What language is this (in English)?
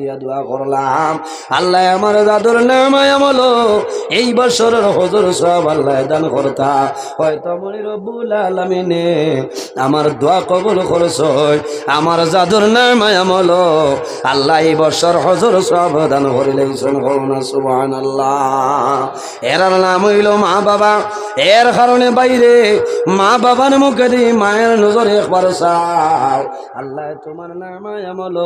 Sylheti